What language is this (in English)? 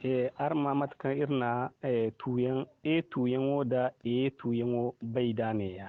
Zarma